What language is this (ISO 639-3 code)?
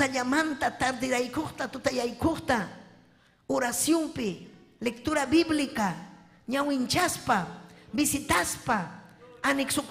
quy